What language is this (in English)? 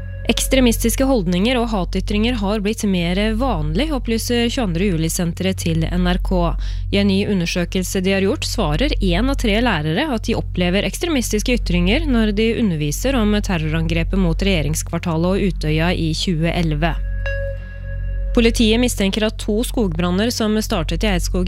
Norwegian